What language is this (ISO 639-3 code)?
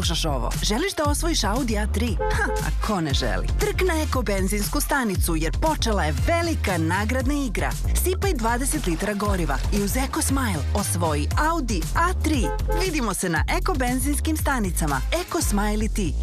srp